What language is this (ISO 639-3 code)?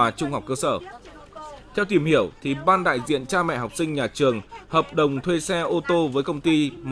vie